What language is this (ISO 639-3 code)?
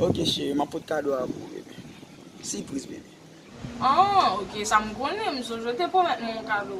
hat